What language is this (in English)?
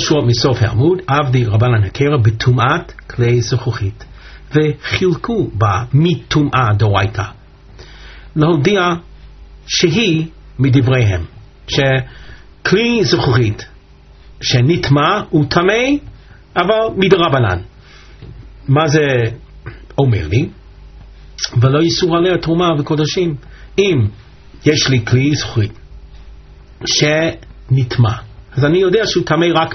Hebrew